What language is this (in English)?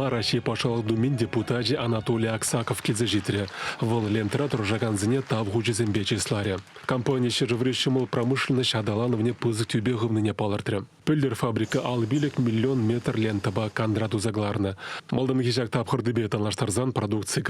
Chuvash